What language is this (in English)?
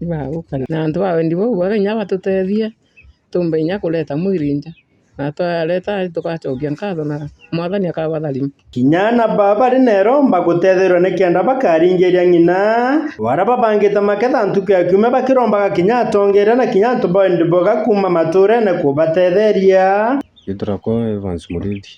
Meru